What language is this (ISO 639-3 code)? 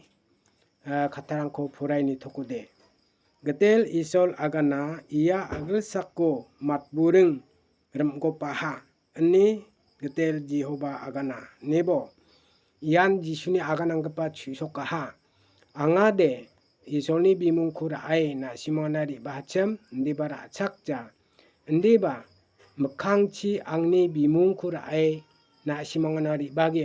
grt